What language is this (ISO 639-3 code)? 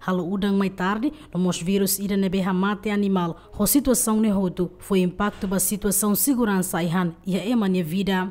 tet